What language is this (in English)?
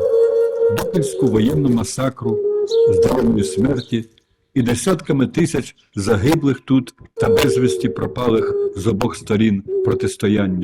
Rusyn